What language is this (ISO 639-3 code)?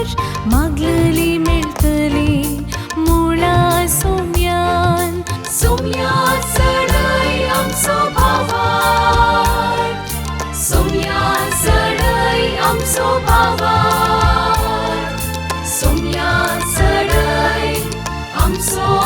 kok